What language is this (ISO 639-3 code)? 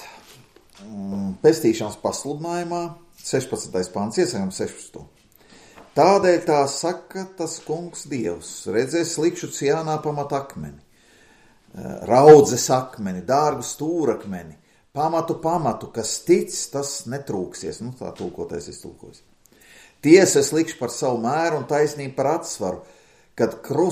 lav